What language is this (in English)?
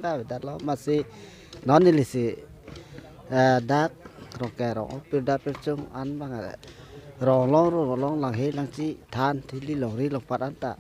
Karbi